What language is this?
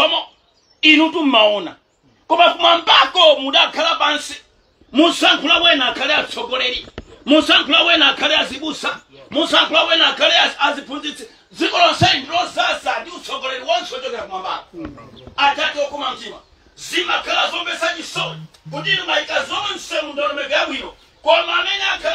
Nyanja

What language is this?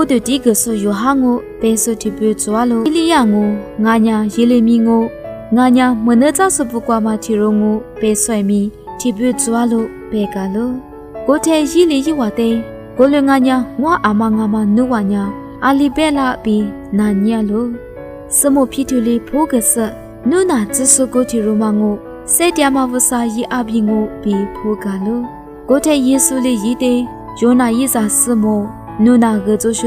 Lisu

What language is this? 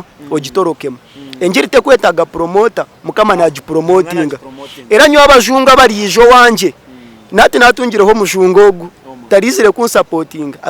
Nyankole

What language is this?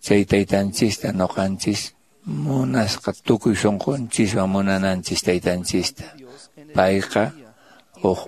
Quechua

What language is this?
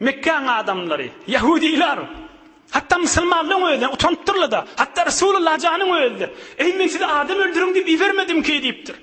Turkmen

